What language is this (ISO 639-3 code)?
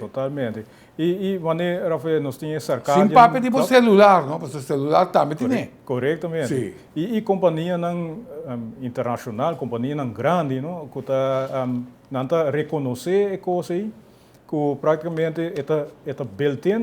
pap